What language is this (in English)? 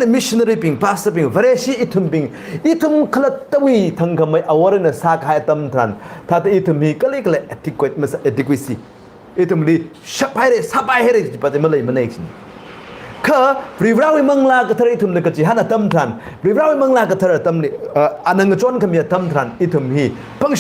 Tangkhul Naga (India)